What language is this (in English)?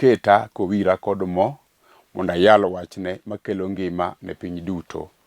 Luo (Kenya and Tanzania)